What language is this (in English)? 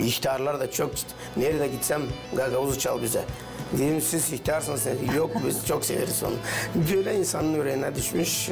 Gagauz